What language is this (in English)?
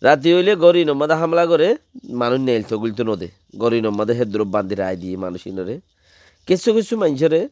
Rohingya